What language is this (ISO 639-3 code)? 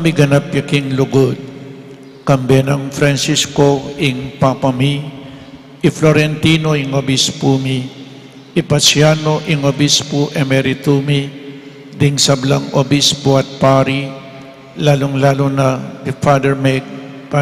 pam